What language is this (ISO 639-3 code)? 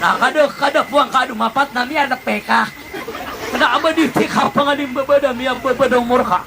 mrw